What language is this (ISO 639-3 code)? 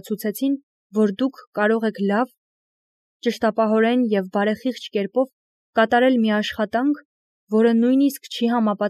hye